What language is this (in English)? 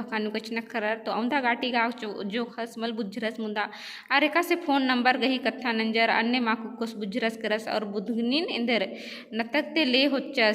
Kurukh